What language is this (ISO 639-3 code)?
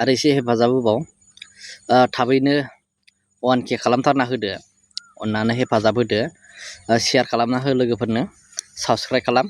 brx